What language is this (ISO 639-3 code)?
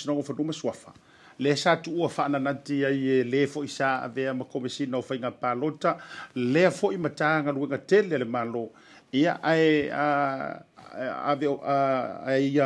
smo